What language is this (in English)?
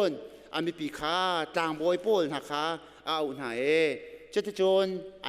Hakha Chin